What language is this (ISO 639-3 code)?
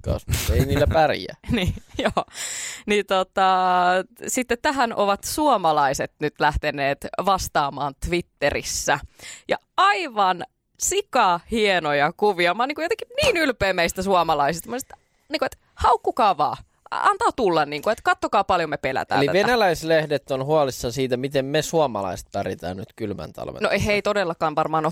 fin